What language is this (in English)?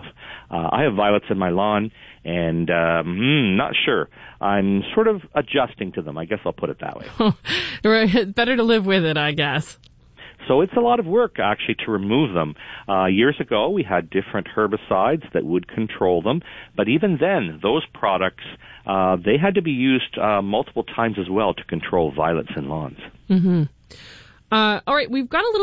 English